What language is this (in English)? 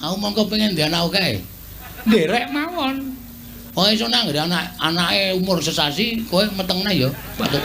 Javanese